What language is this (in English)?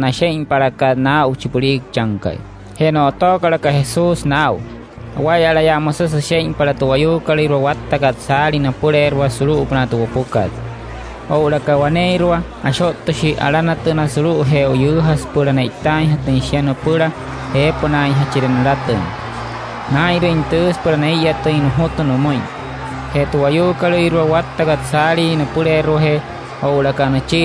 Wayuu